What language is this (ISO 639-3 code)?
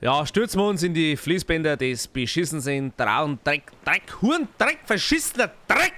bar